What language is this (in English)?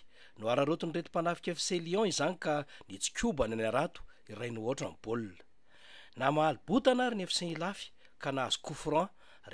Malagasy